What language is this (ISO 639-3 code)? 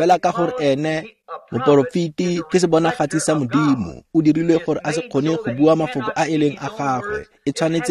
tsn